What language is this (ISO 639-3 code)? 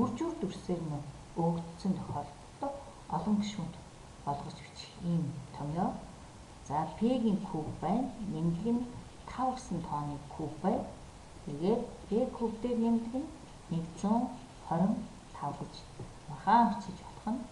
mon